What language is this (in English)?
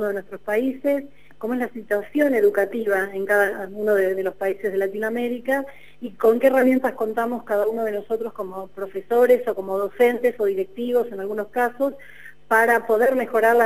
Spanish